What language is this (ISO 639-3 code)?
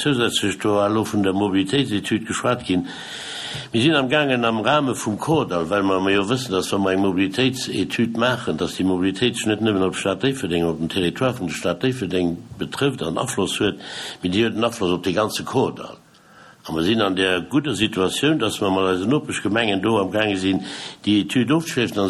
ltz